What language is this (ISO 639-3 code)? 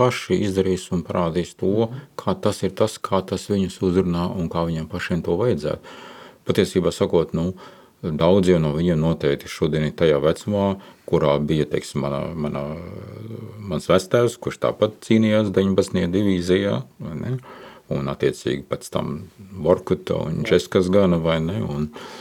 lav